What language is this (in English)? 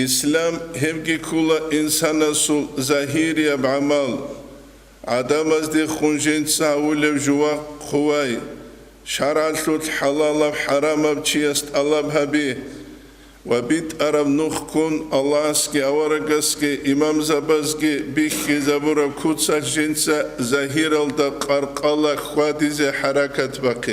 Avaric